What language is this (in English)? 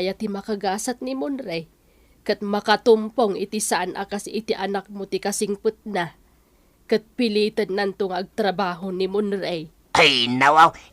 Iloko